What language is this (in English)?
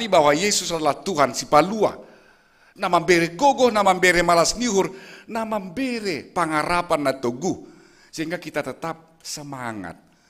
Batak Simalungun